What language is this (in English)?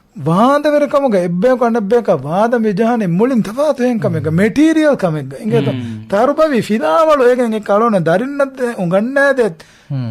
Divehi